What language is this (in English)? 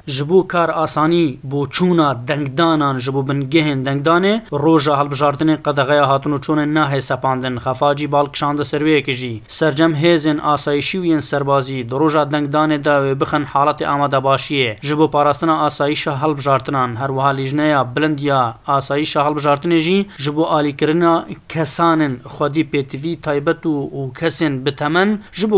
Kurdish